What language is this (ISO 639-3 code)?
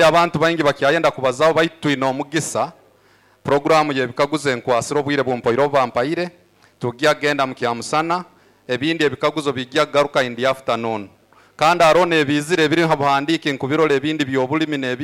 nyo